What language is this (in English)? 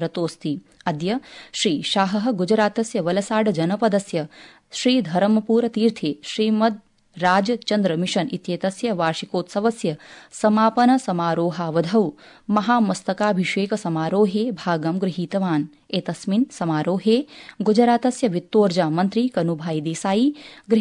Sanskrit